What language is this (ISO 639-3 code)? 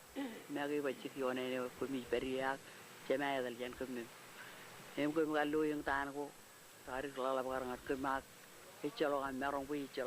mah